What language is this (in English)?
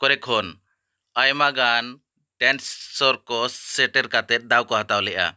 Santali